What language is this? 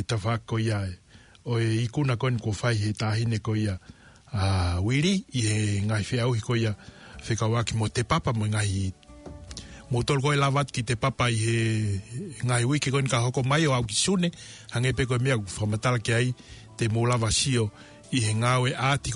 Tongan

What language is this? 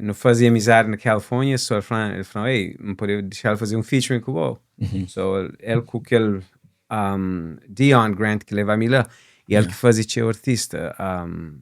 Kabuverdianu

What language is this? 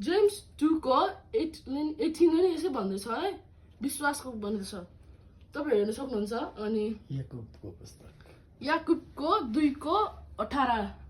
Nepali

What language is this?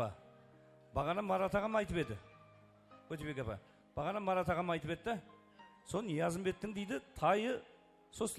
Kara-Kalpak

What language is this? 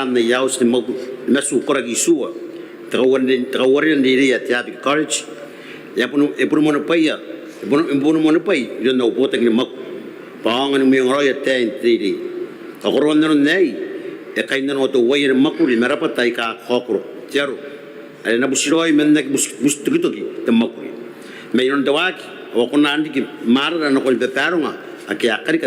Gilbertese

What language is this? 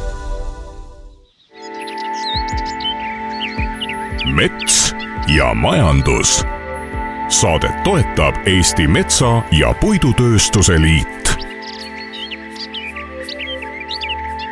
Estonian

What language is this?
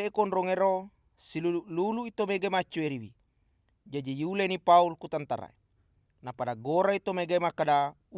Buginese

